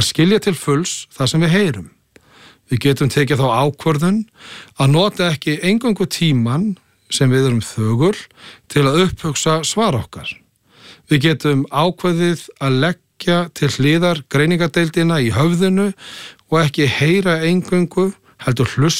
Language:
Icelandic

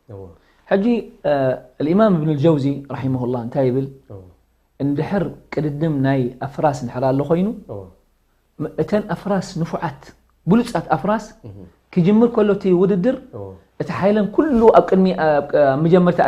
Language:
Tigrinya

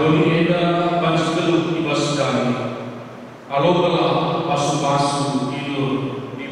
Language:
Batak Karo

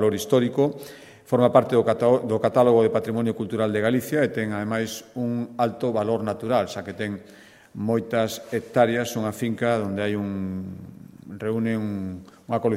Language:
Galician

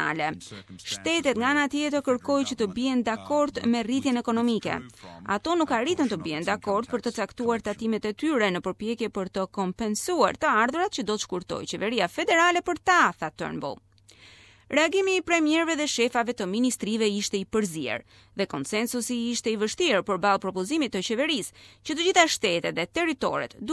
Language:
Albanian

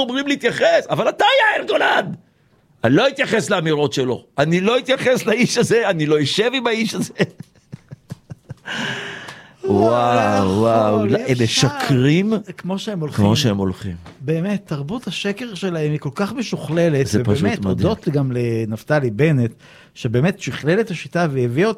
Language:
Hebrew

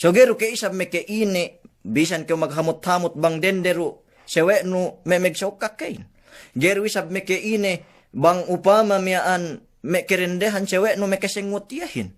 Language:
Yakan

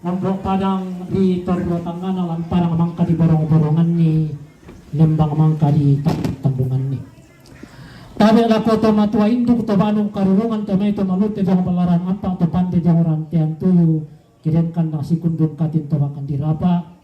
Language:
Toraja-Sa'dan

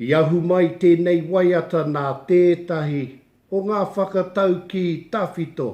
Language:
Māori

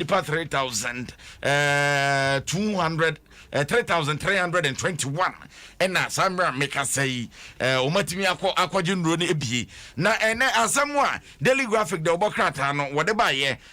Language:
Akan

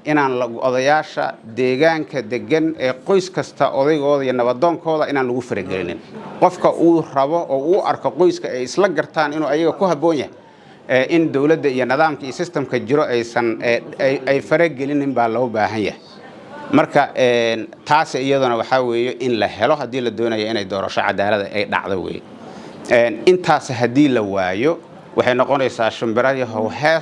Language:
Somali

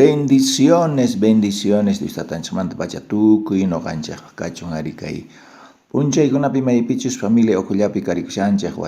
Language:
South Bolivian Quechua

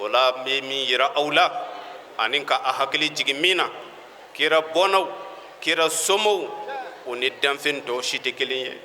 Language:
Bambara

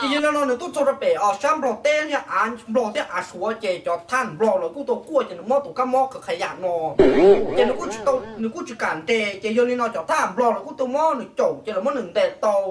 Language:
Hmong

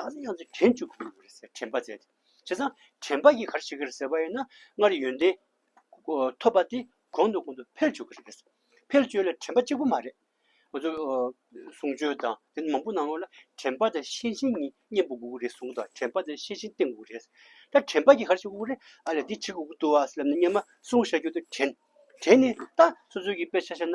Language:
Tibetan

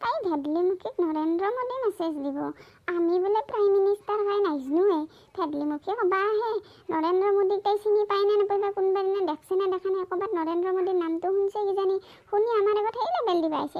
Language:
Assamese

